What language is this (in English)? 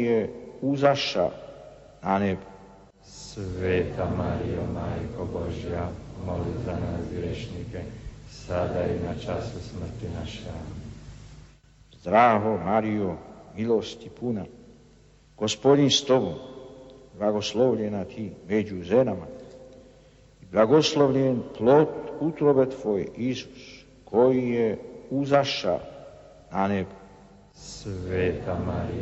Croatian